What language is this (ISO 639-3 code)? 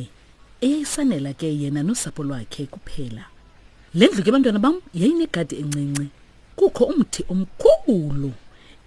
xho